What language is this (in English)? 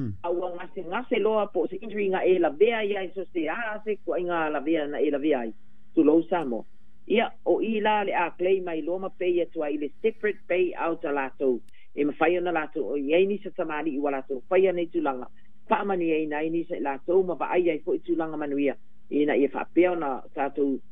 Samoan